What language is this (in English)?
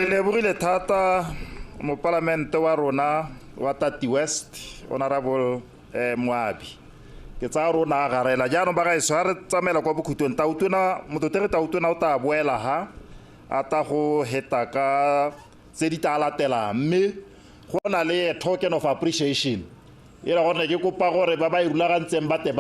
Tswana